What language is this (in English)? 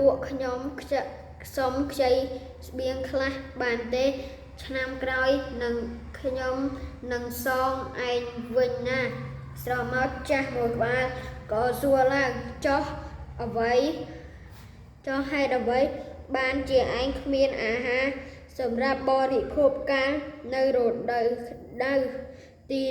Khmer